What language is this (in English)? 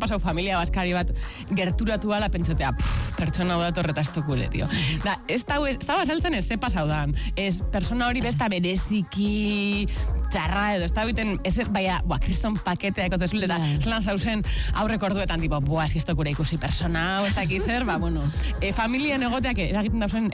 Basque